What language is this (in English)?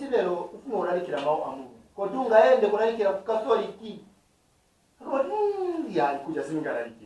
Nyanja